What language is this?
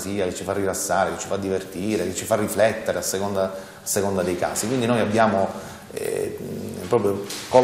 Italian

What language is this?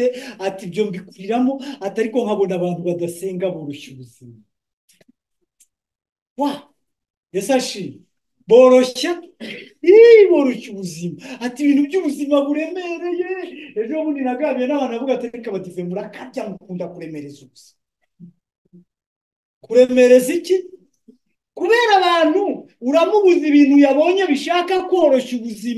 Kinyarwanda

